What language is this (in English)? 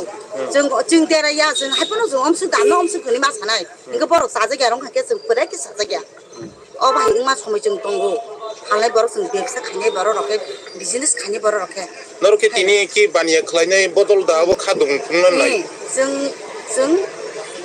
Kok Borok